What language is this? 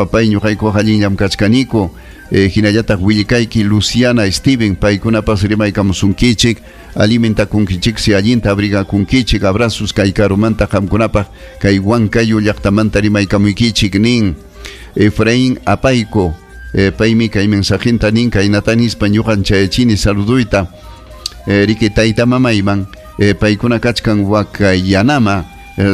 Ayacucho Quechua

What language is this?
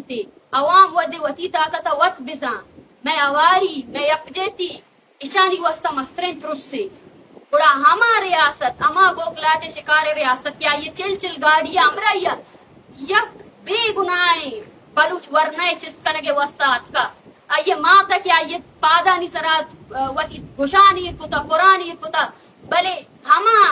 Eastern Balochi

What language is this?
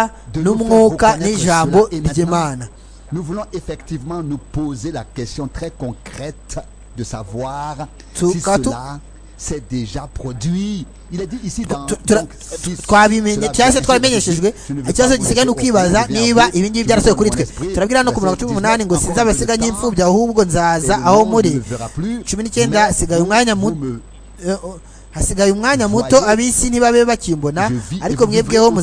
Kinyarwanda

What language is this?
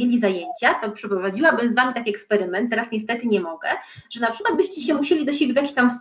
Polish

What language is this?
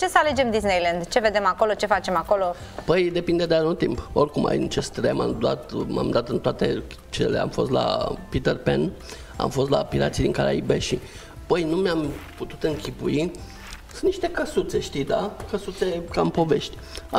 Romanian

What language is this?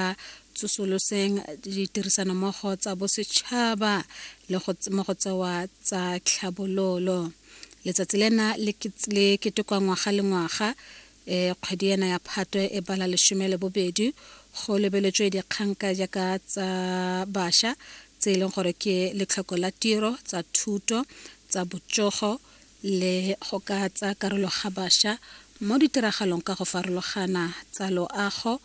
Tswana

